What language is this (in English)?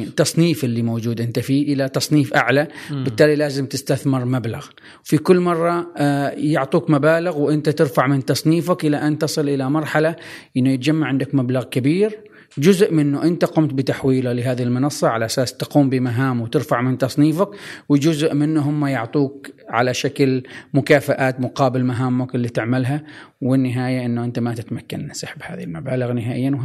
Gulf Arabic